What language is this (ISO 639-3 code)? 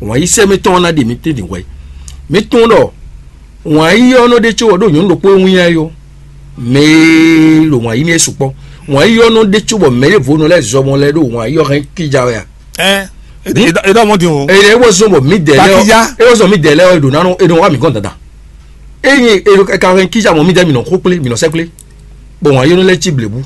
fon